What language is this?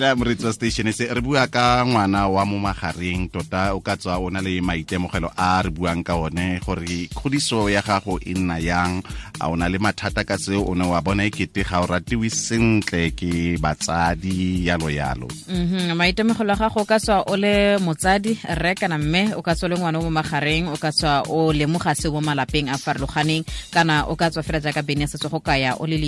Tswana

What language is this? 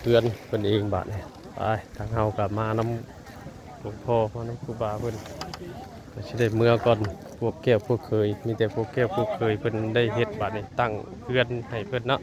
Northeastern Thai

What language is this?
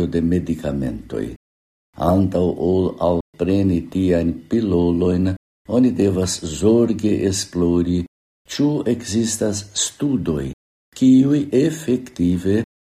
Esperanto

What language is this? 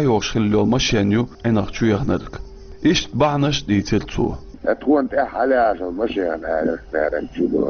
Chechen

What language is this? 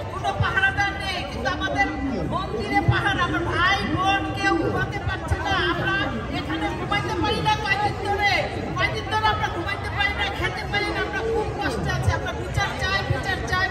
Bangla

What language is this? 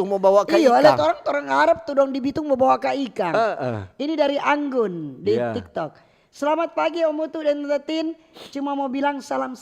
Manado Malay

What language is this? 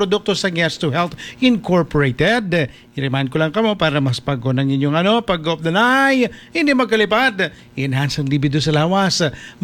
Hiligaynon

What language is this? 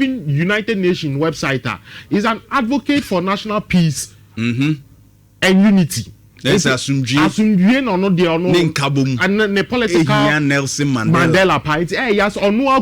Akan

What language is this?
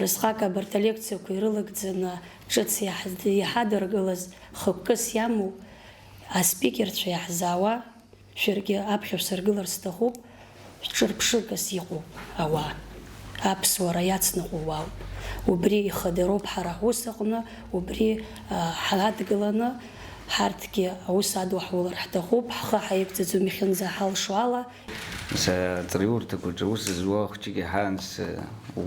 Abkhazian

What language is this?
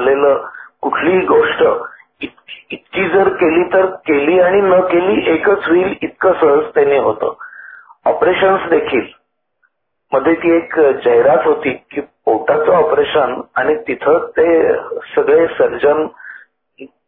Marathi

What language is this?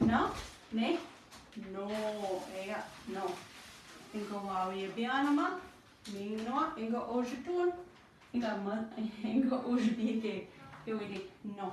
Chippewa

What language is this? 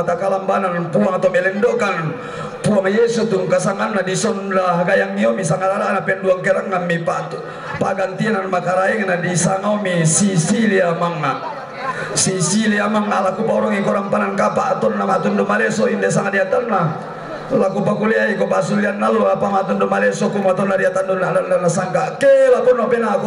Toraja-Sa'dan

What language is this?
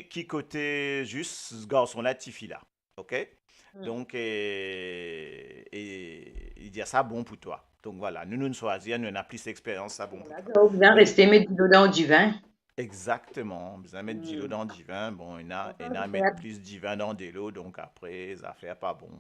Morisyen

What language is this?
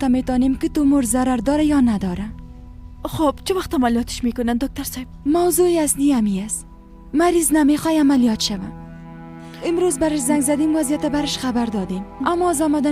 Persian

